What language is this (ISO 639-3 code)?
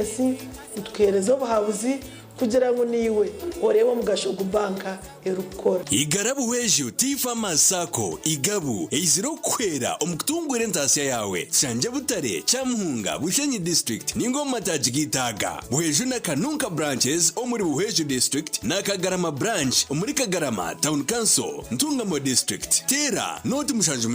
nyn